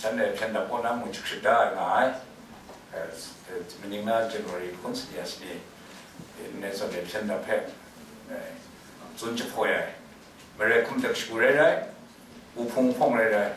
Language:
Kachin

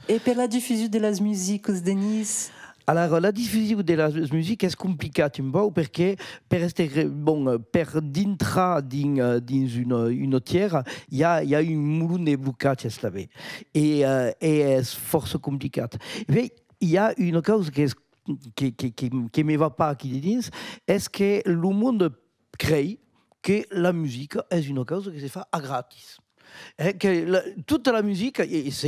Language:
Occitan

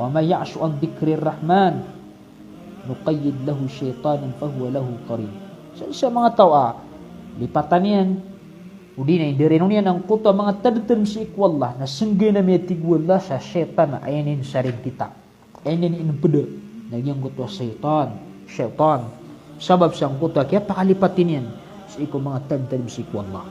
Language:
Maranao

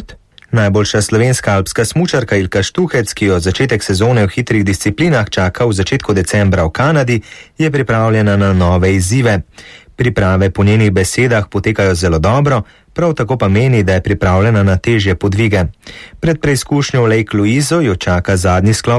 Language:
Slovenian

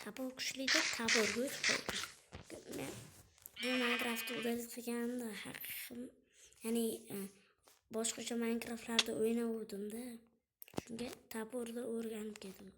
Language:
Uzbek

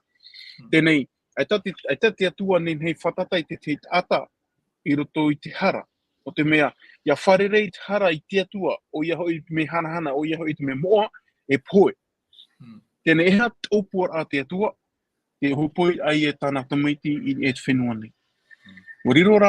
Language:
Tahitian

